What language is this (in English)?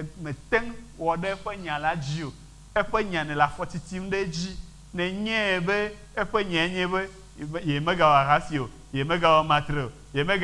Ewe